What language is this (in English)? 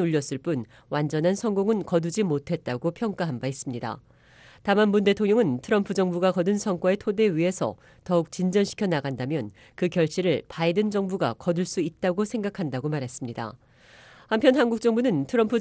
Korean